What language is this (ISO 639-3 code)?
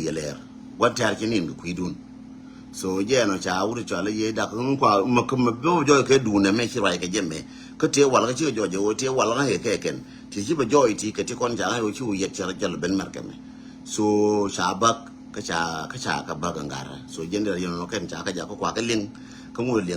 nus